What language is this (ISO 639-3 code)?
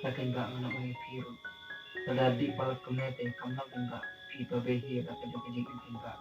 kha